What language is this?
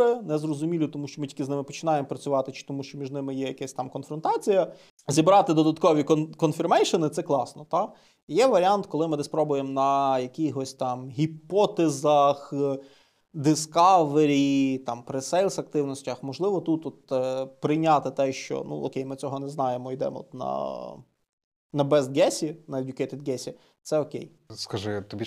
Ukrainian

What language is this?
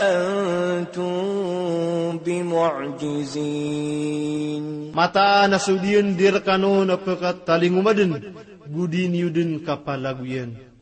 Maranao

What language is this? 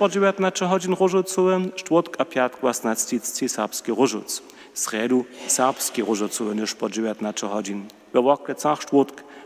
Upper Sorbian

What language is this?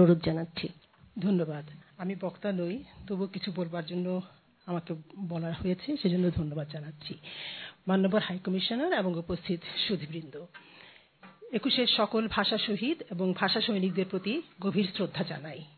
Bangla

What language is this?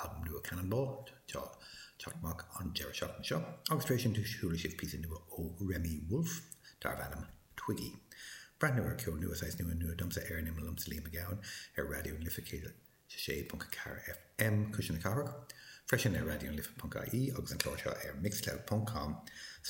Irish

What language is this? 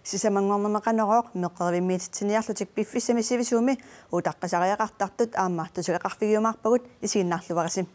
Kalaallisut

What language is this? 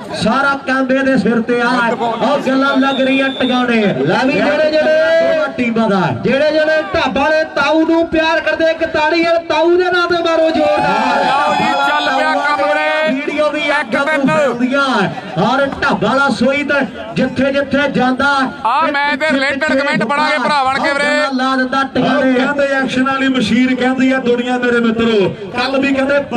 Punjabi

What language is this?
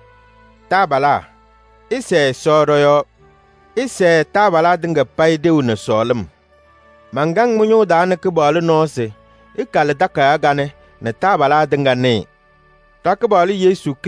Kabiyè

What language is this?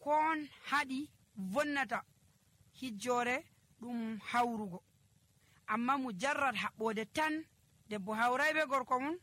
Nigerian Fulfulde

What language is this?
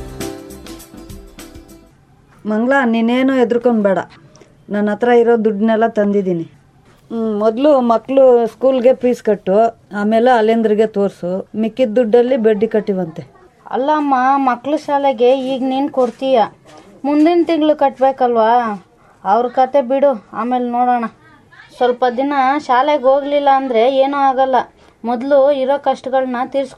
Kannada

